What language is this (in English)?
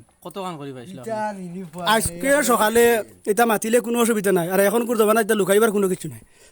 Sylheti